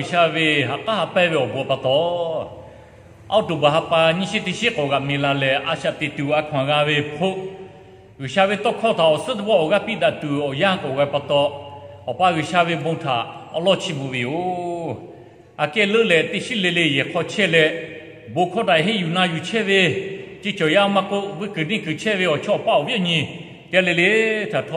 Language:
Lahu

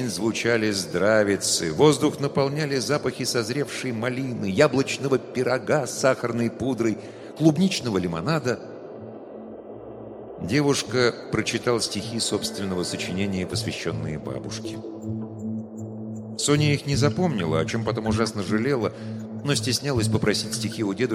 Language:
Russian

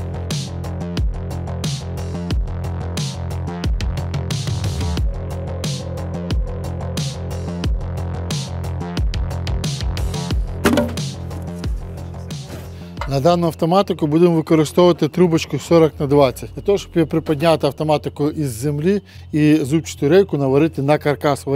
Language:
Ukrainian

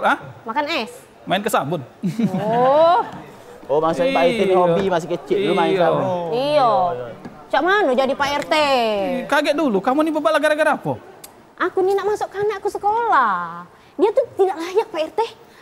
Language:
Musi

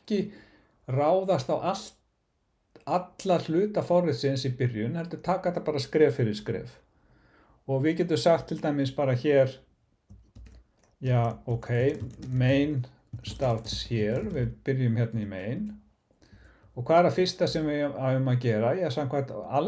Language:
Icelandic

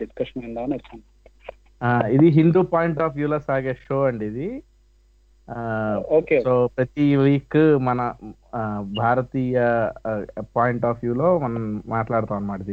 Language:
Telugu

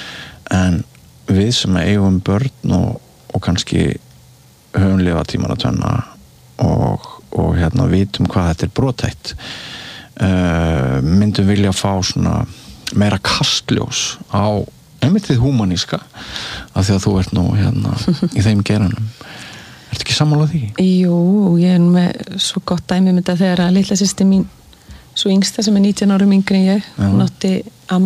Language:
Icelandic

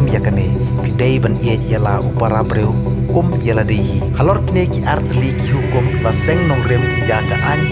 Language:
Khasi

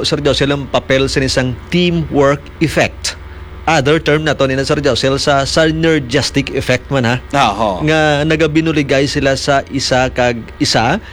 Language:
Hiligaynon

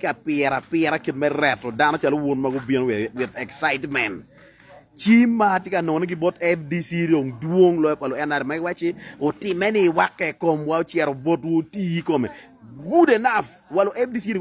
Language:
Acoli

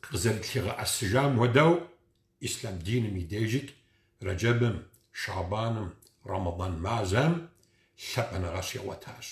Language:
Kabardian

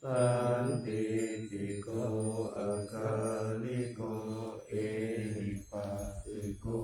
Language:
Pali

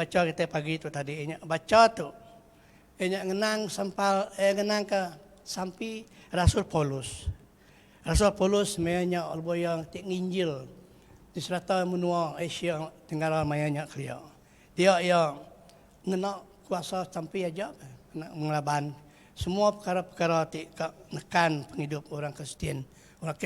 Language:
Iban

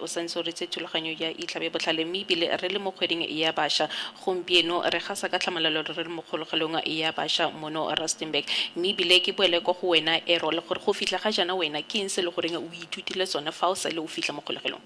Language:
Tswana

